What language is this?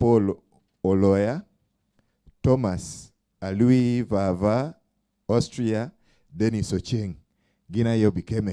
Acoli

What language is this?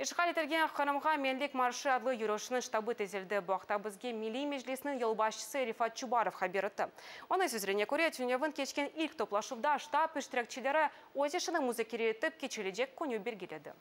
Crimean Tatar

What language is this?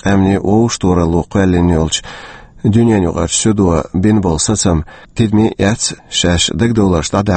Chechen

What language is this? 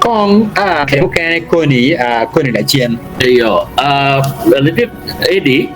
Acoli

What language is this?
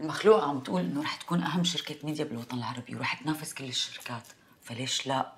North Levantine Arabic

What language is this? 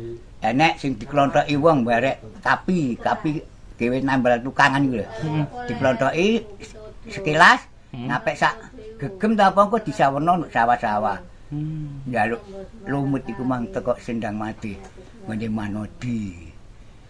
Javanese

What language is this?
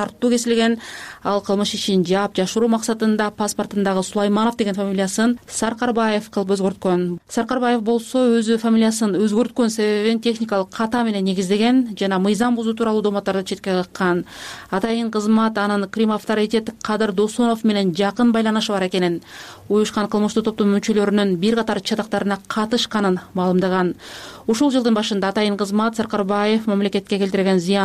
Kyrgyz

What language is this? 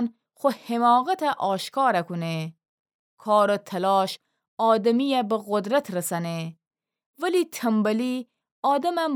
Gilaki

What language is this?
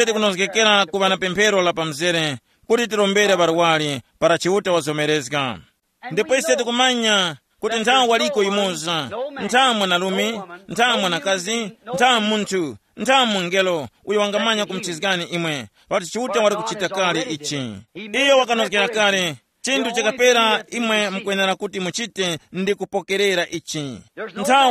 Tumbuka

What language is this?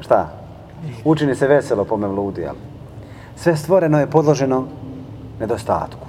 Bosnian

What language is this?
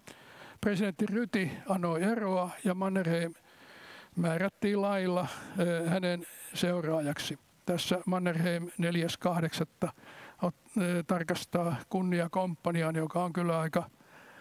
Finnish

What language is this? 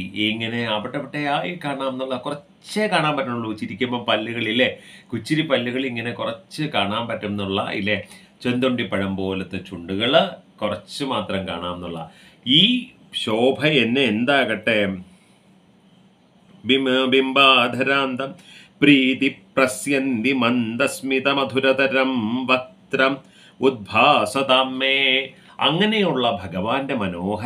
Malayalam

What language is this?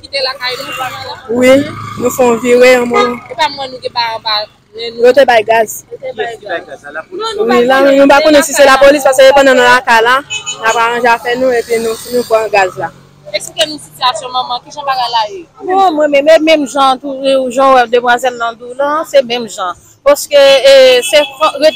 Haitian Creole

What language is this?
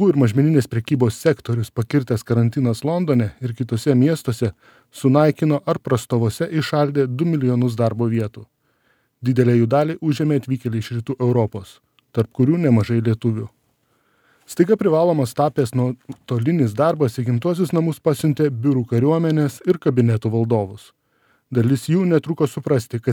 Lithuanian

